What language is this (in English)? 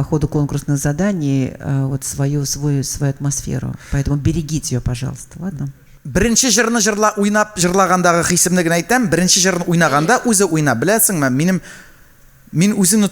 Tatar